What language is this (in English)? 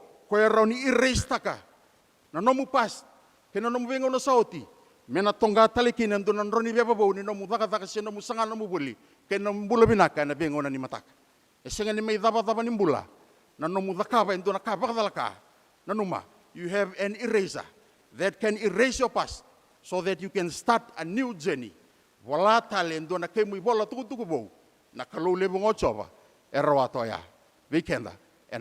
Fijian